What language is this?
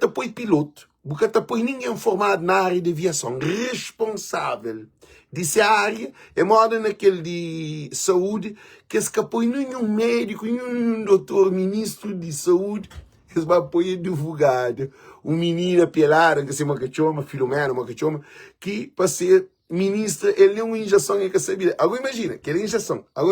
Kabuverdianu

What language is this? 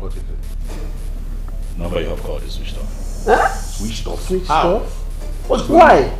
Nigerian Pidgin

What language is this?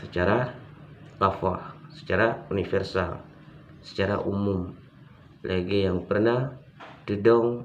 Achinese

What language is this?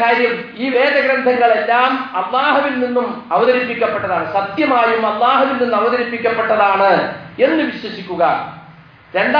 Malayalam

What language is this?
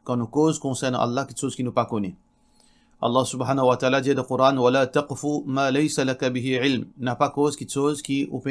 Morisyen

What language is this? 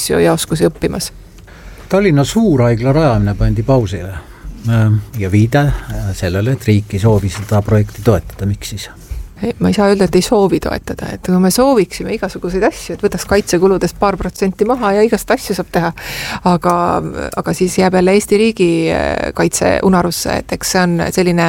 Estonian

